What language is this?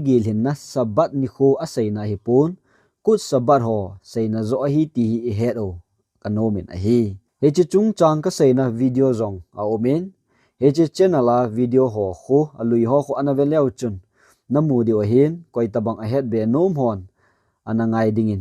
Thado Chin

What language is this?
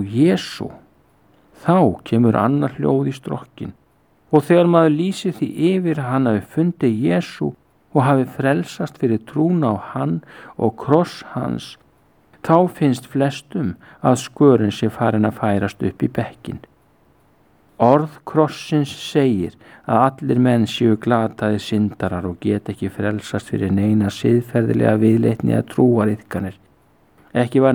Icelandic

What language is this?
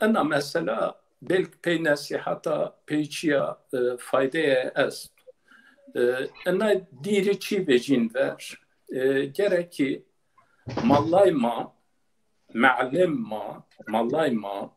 Zaza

